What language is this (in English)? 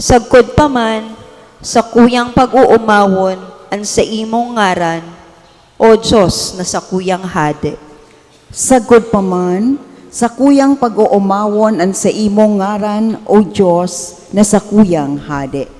Bikol